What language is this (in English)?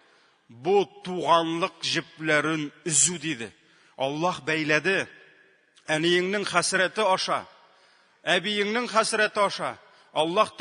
Tatar